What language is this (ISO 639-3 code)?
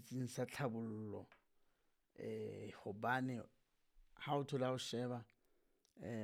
sot